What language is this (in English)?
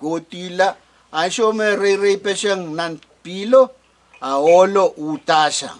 Pohnpeian